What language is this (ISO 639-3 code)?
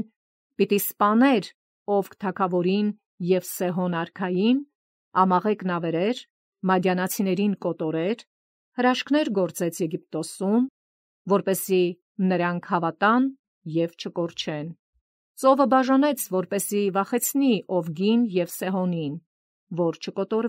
hye